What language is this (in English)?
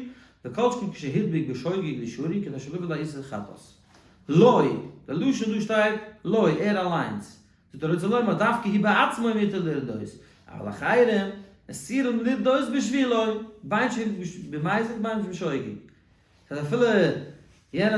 Yiddish